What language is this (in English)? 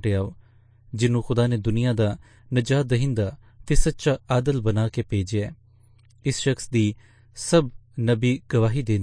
Punjabi